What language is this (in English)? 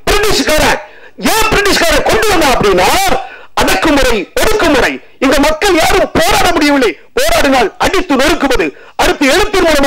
Tamil